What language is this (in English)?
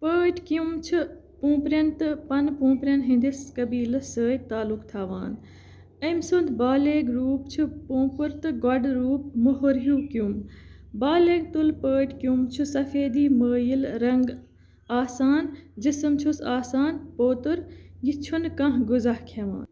Kashmiri